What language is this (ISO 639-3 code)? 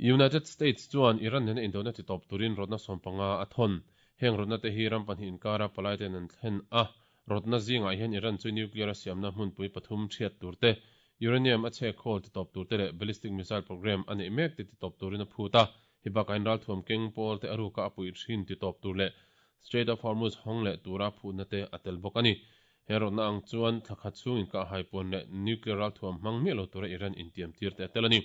lus